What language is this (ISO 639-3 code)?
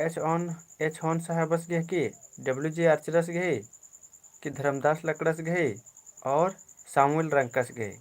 kru